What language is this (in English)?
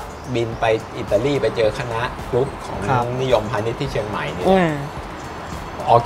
Thai